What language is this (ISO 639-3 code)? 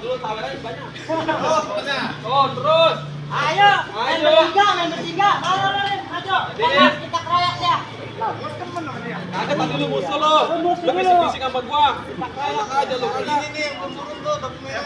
bew